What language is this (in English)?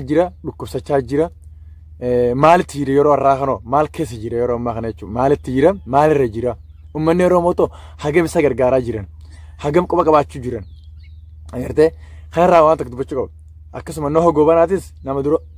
Oromo